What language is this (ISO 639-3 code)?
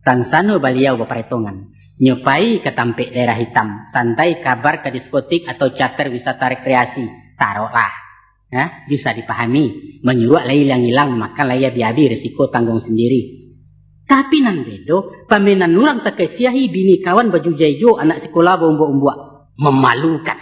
min